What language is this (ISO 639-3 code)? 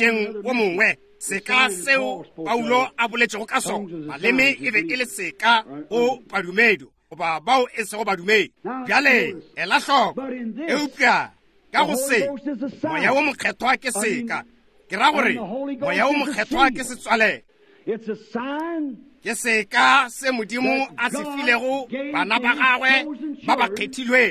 nso